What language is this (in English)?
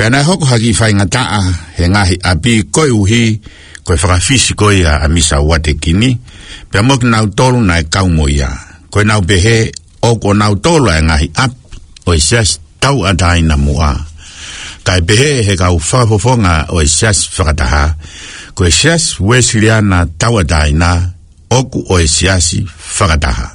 Tongan